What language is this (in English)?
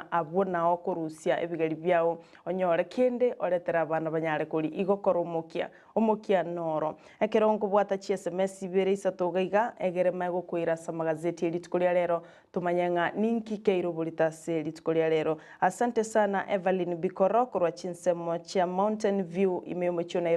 Gusii